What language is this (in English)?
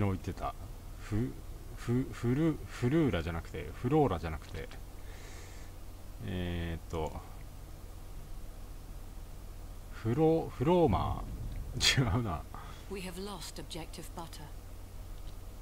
Japanese